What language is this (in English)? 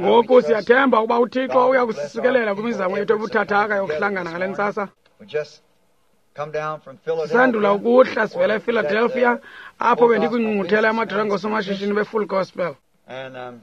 Xhosa